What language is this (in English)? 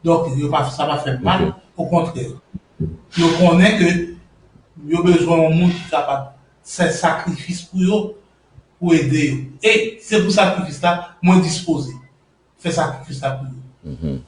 Haitian Creole